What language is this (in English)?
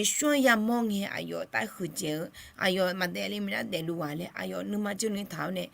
Akha